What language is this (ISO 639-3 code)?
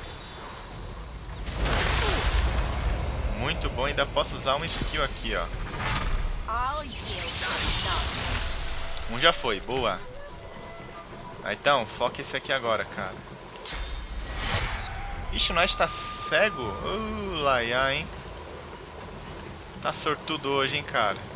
por